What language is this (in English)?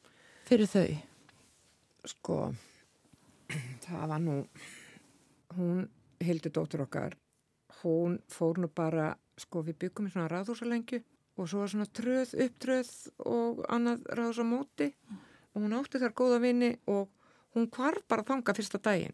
Icelandic